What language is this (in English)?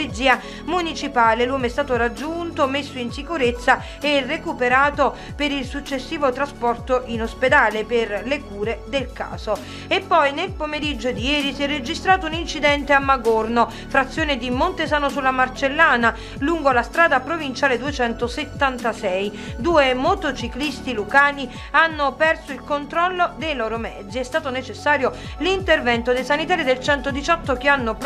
Italian